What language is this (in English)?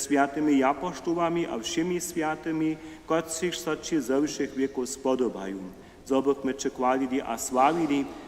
Upper Sorbian